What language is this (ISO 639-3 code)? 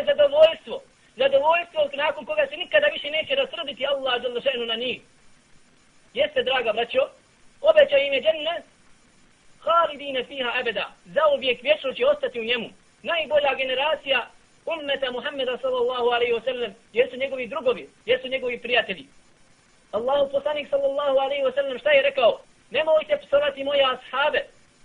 bos